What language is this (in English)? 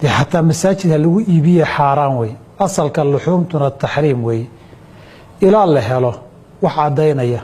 Somali